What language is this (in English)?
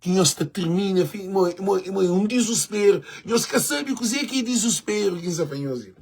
Kabuverdianu